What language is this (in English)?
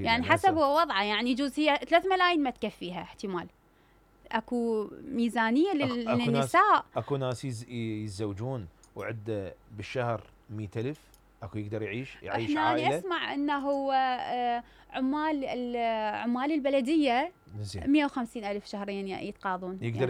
Mesopotamian Arabic